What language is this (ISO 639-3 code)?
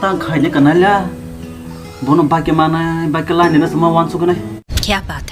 trp